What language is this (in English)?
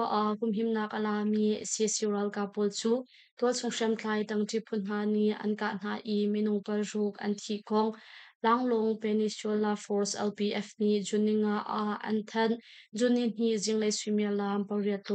Hakha Chin